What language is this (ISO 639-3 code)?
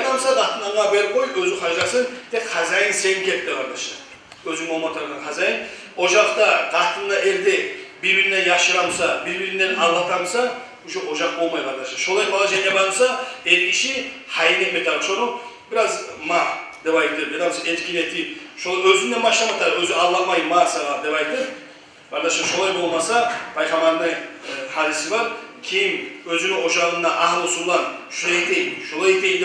kum